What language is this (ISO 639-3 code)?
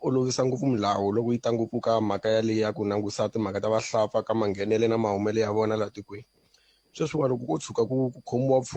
tso